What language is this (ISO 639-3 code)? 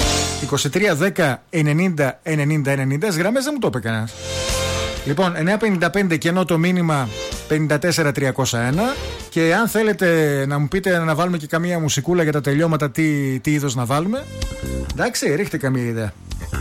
ell